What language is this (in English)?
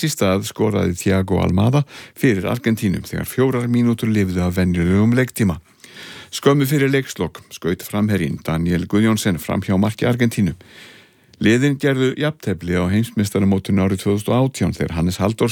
Icelandic